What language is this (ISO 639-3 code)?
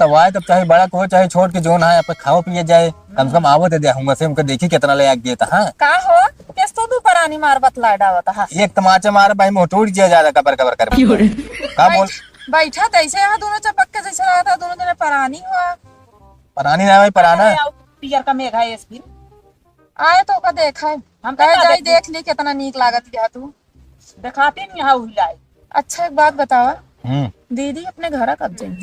awa